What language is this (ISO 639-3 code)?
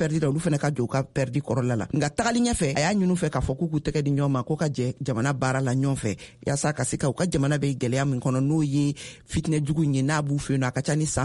bam